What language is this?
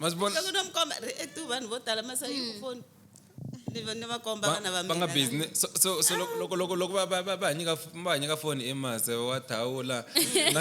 Tsonga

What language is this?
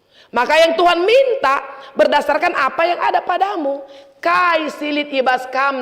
Batak Karo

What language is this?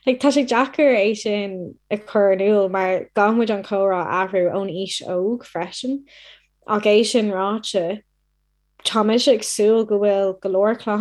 Irish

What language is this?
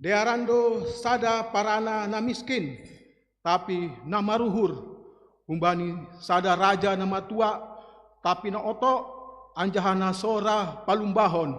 Batak Simalungun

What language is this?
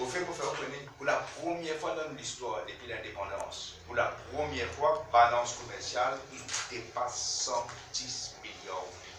Morisyen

